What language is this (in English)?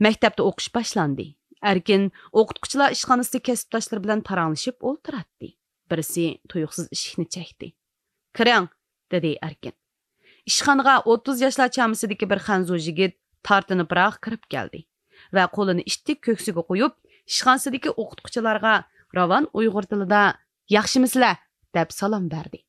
Uyghur